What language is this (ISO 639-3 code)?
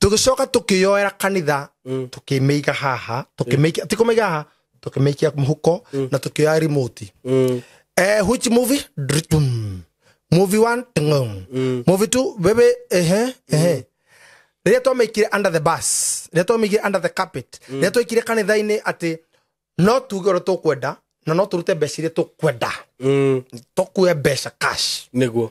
kik